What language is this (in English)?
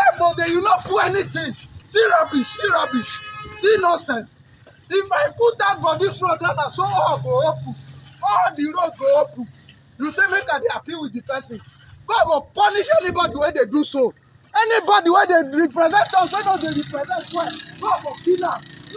Nigerian Pidgin